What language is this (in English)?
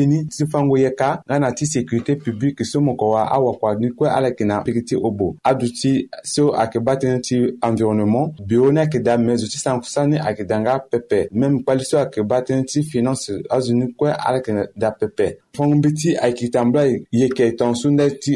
Sango